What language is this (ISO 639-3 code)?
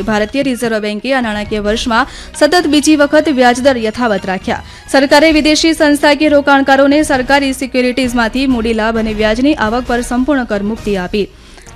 guj